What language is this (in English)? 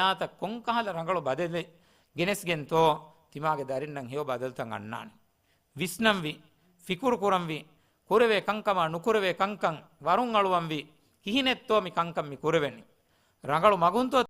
Divehi